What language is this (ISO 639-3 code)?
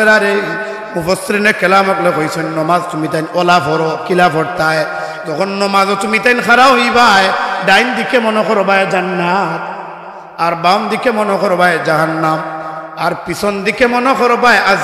syl